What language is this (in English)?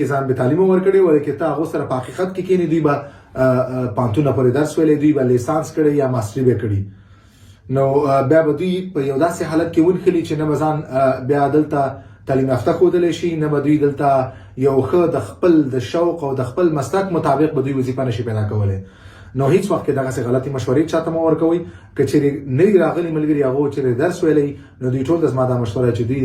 Pashto